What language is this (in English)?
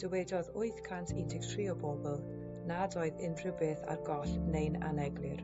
Welsh